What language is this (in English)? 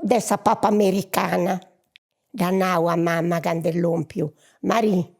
Sardinian